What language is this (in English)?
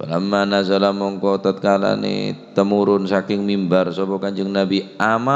Madurese